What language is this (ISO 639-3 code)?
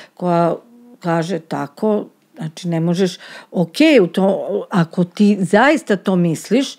srp